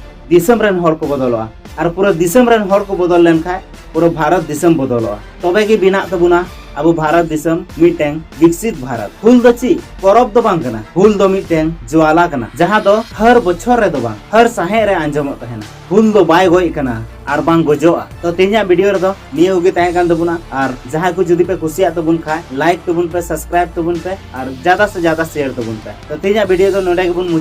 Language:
Santali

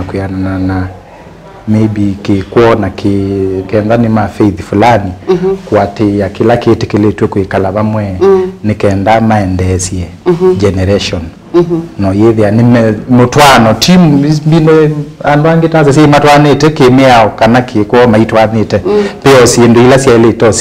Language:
Kamba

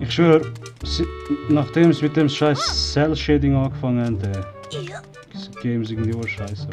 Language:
Swiss German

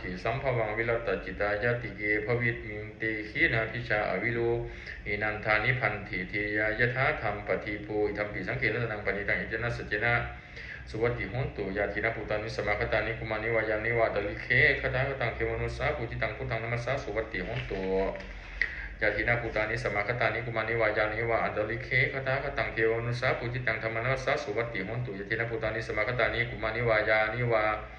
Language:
Pali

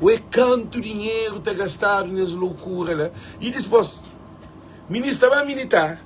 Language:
Kabuverdianu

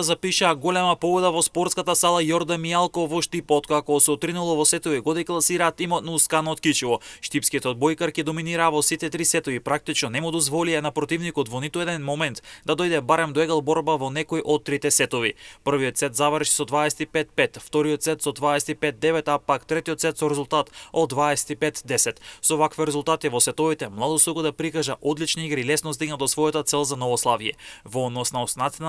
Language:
Macedonian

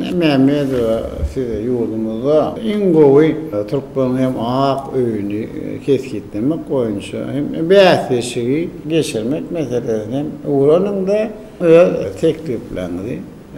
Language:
Turkmen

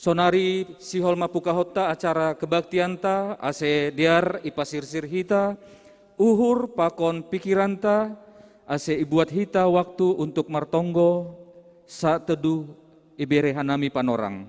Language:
Batak Simalungun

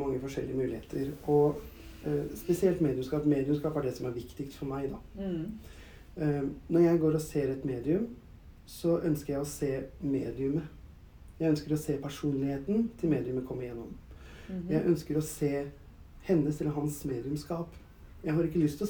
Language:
Norwegian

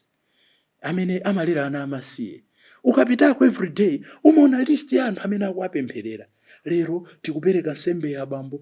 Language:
Nyanja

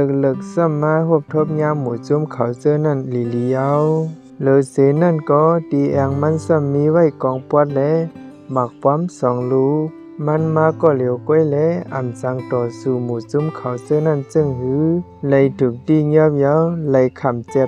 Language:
Shan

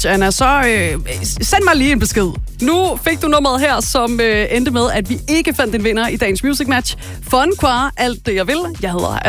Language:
Danish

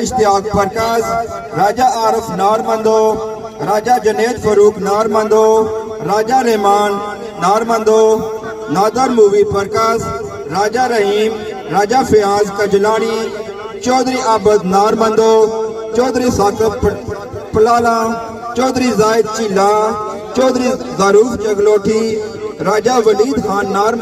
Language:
Pahari-Potwari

